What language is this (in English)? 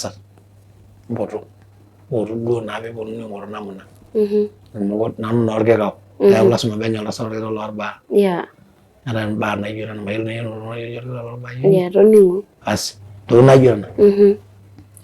Masai